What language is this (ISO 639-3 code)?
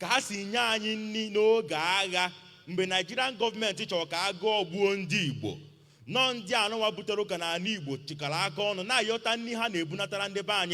ibo